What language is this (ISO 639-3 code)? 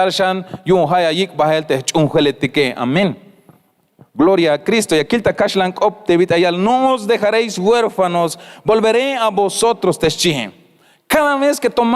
tzh